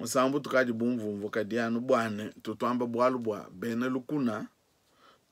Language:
Luba-Lulua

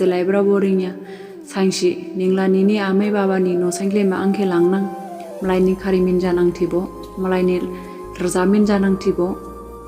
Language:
Dimasa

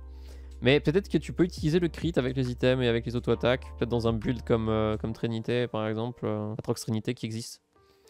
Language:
French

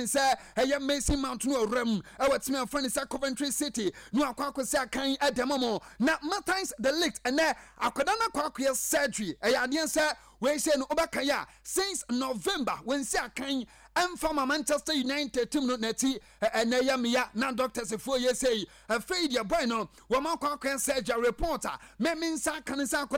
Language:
Akan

